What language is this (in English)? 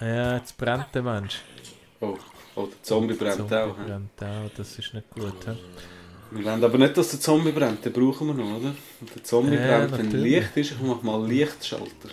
Swiss German